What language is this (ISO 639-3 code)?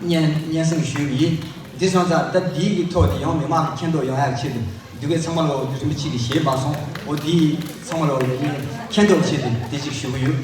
bod